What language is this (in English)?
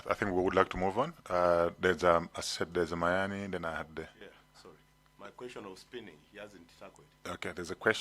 Nyanja